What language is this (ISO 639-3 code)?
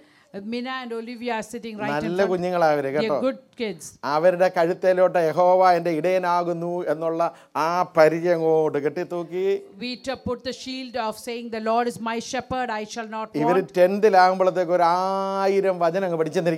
mal